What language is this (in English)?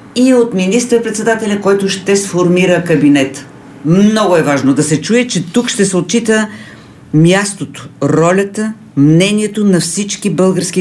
Bulgarian